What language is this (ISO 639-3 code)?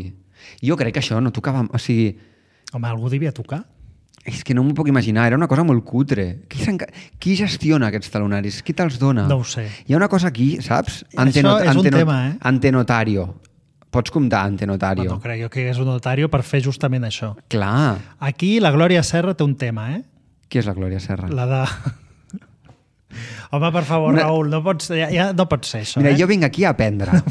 cat